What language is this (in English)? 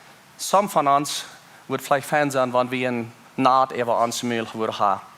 Plautdietsch